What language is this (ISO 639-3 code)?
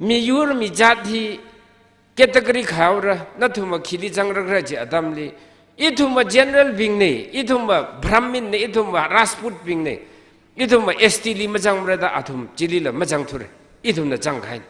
nmf